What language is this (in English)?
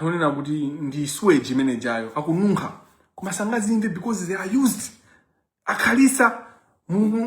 Nyanja